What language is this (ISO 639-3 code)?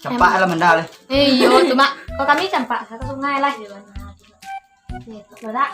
min